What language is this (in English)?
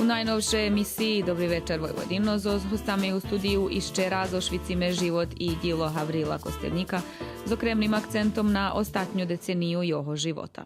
Rusyn